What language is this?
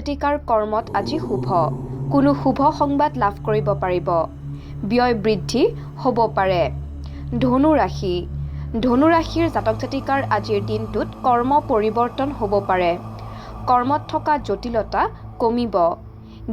Assamese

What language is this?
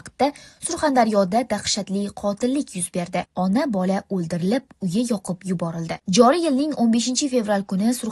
Uzbek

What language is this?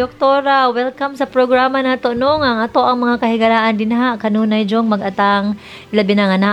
Cebuano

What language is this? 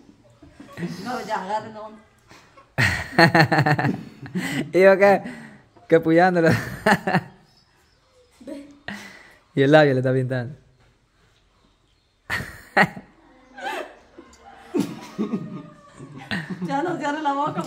Spanish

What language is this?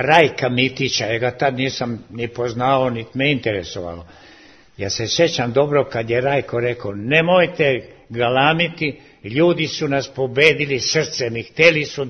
Serbian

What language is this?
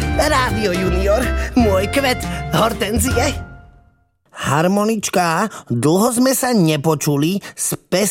Slovak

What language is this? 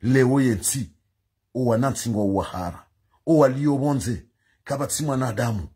Ngazidja Comorian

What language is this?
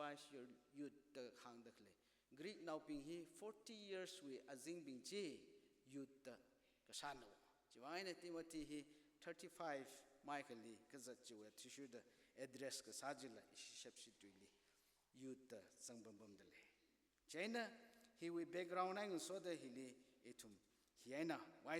Tangkhul Naga (India)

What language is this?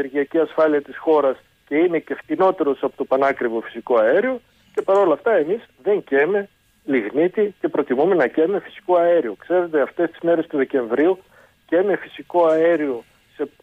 Greek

